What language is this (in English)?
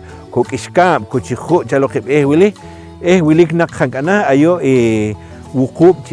Poqomchi'